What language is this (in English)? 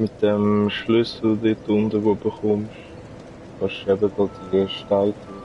Swiss German